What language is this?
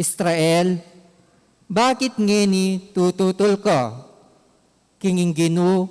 Pampanga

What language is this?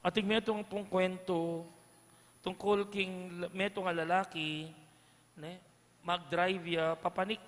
Pampanga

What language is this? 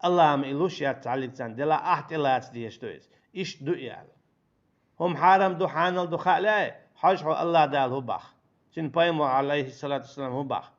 Chechen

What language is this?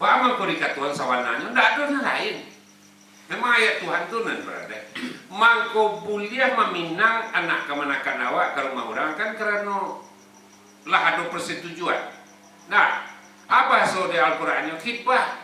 Minangkabau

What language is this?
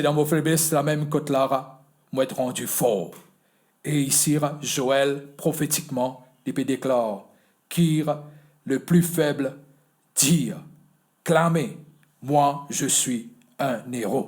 Morisyen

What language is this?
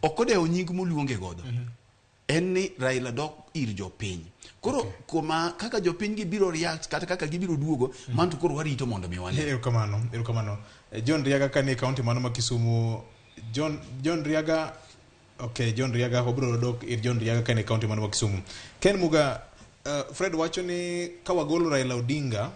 Luo (Kenya and Tanzania)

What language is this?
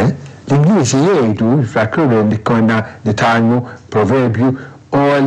Maltese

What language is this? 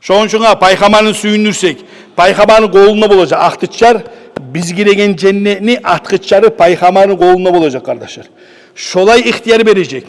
Kumyk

